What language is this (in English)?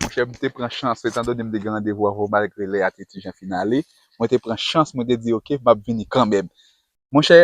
Haitian Creole